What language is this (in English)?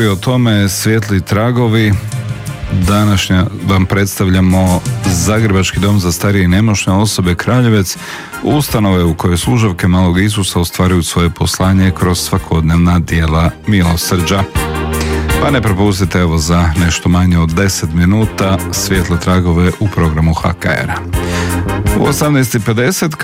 Croatian